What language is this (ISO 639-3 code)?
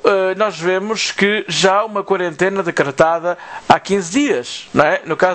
por